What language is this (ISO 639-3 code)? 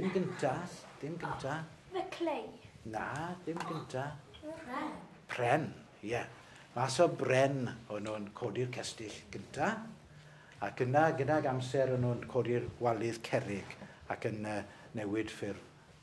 cym